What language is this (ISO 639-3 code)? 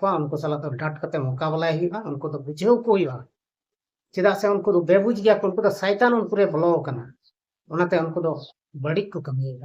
sat